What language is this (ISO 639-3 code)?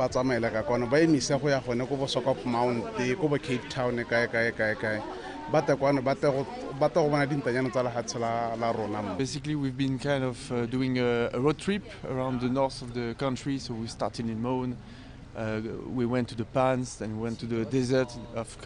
tsn